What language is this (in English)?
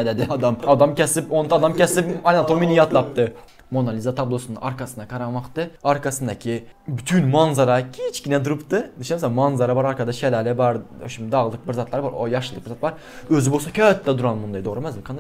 Turkmen